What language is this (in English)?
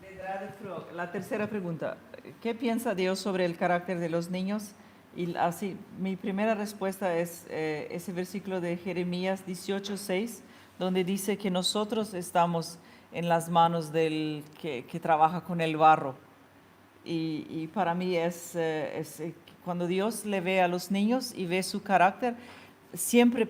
Plautdietsch